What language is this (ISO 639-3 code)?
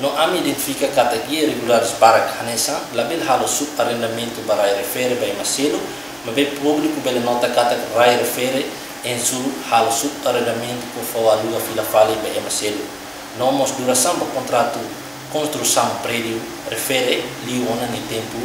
tet